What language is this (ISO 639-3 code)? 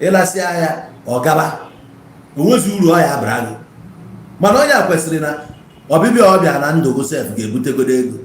ibo